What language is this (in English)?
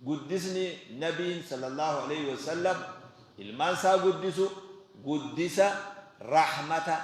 Oromo